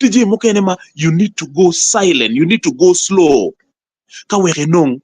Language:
Acoli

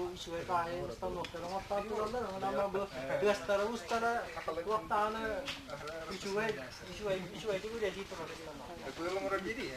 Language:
Yakut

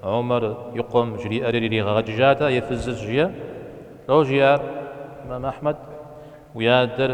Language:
Kabardian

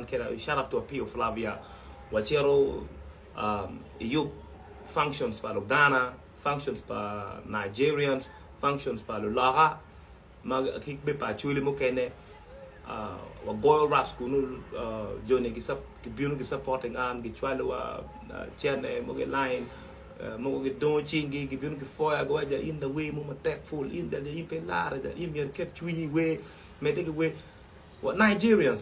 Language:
Acoli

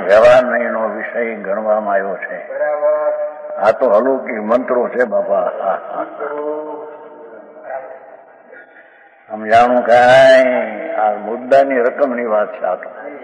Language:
Gujarati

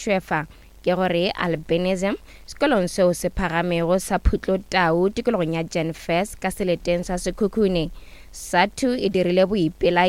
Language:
Northern Sotho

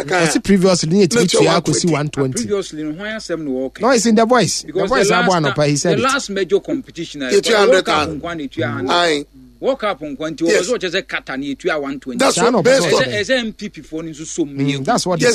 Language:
Akan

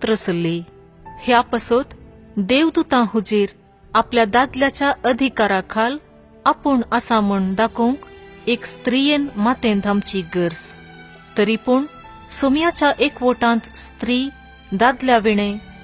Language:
Konkani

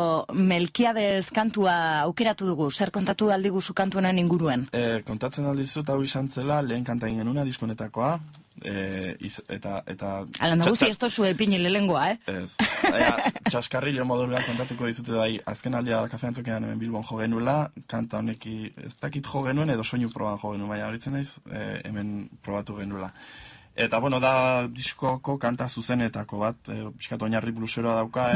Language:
Basque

